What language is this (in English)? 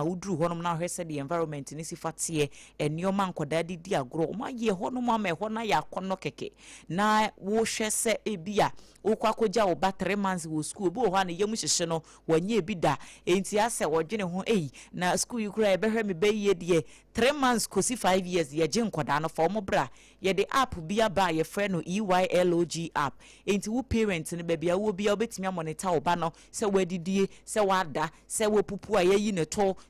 Akan